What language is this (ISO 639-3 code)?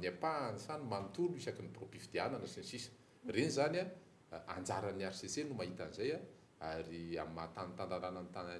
mlg